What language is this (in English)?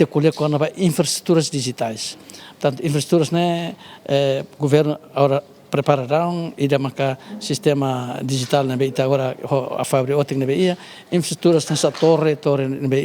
Tetum